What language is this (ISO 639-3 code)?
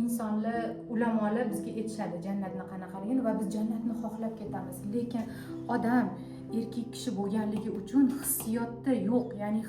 uzb